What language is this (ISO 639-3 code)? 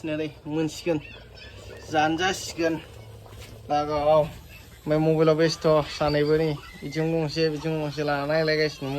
brx